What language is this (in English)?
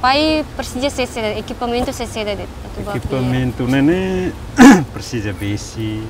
Tetum